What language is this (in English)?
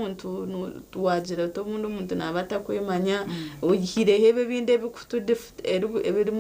Nyankole